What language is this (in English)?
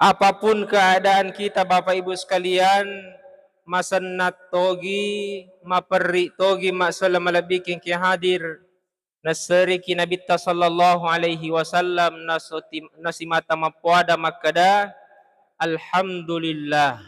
Buginese